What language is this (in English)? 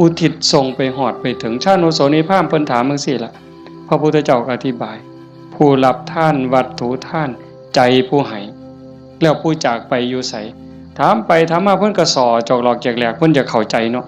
Northeastern Thai